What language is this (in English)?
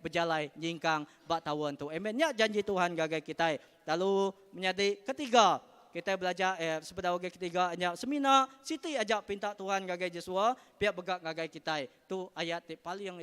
Iban